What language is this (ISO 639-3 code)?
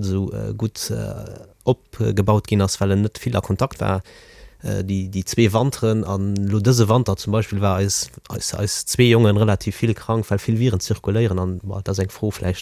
ltz